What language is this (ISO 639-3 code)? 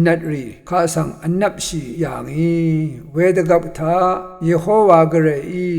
raw